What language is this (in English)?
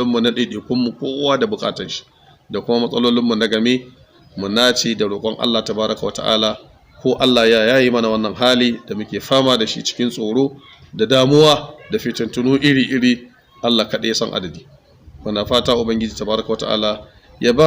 Hausa